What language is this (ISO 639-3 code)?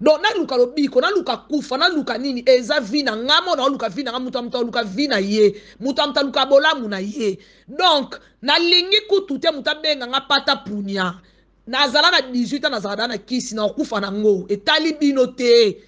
lin